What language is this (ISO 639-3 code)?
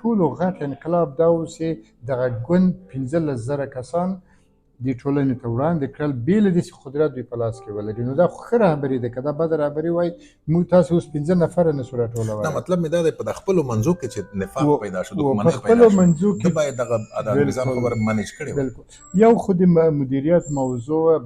pus